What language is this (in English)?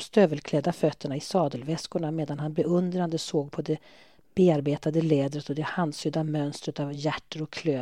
Swedish